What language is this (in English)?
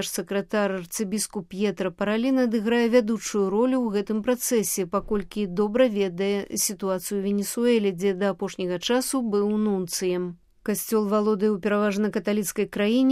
Belarusian